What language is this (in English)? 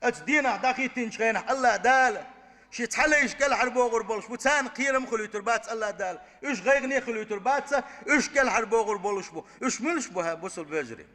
Chechen